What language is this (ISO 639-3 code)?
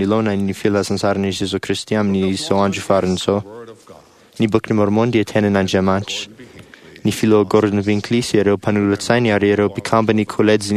mlg